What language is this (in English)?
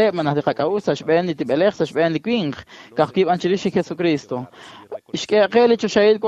Kekchí